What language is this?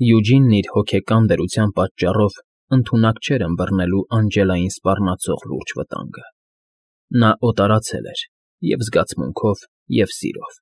Armenian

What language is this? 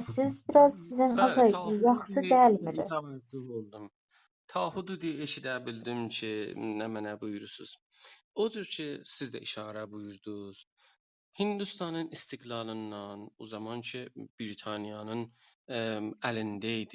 South Azerbaijani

